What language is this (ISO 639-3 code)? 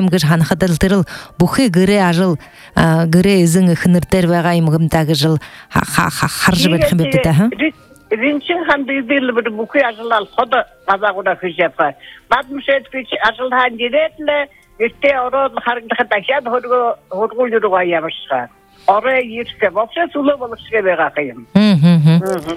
bua